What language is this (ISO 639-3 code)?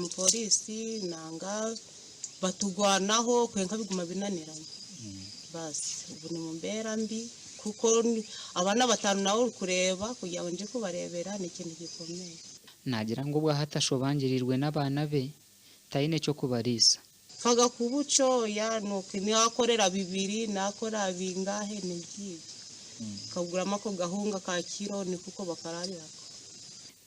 nyn